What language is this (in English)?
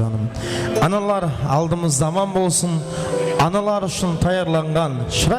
Kara-Kalpak